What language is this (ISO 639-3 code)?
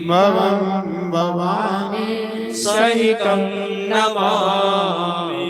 doi